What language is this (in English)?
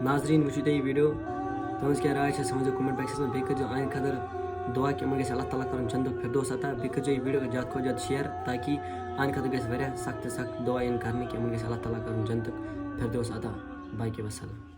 Kashmiri